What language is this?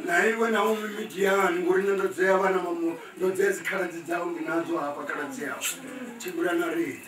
Venda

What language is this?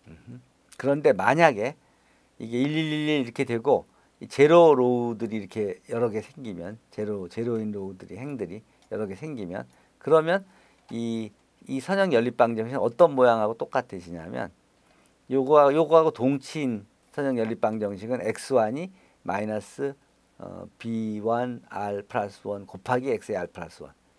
Korean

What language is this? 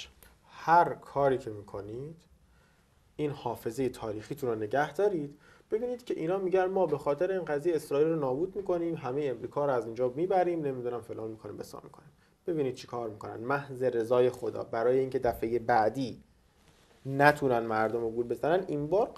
Persian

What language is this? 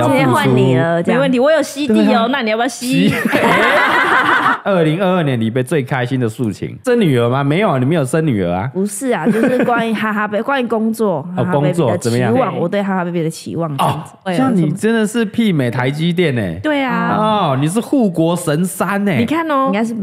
Chinese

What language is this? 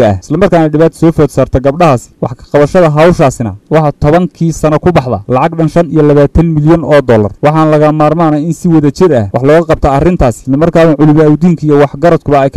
Somali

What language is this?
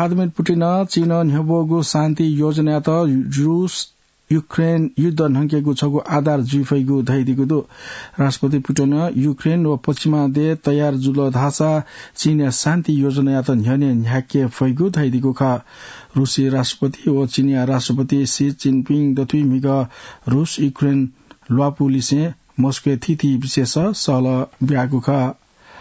Newari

